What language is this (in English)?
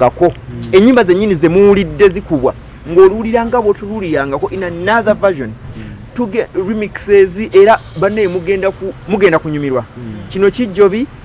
Ganda